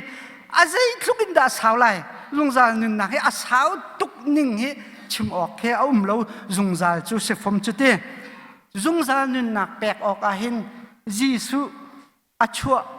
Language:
Hakha Chin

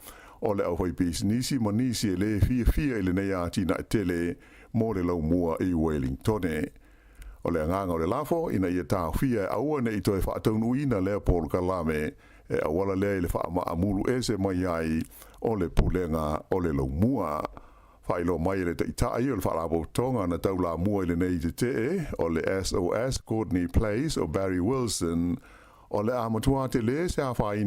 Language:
Samoan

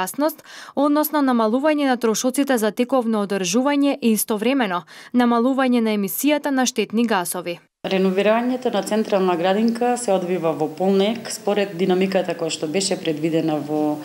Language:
Macedonian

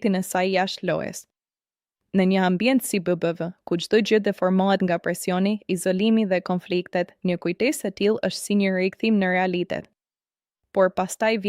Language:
Albanian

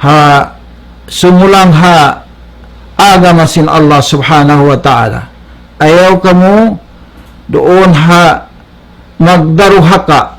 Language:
Tausug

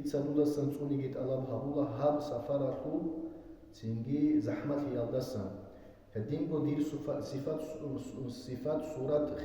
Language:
Avaric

